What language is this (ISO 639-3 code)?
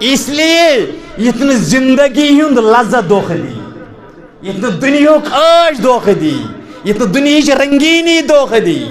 kas